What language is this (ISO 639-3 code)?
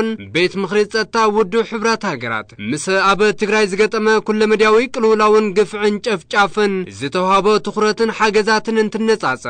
tir